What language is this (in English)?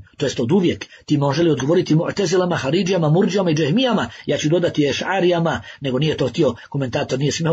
Bosnian